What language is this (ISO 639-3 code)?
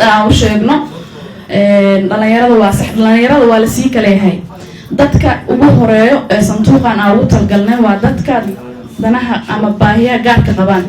som